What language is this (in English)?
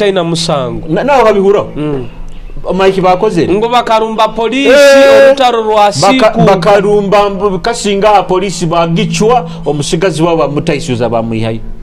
Nyoro